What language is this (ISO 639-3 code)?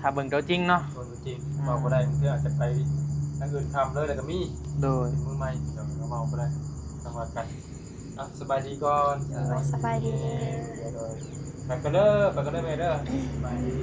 tts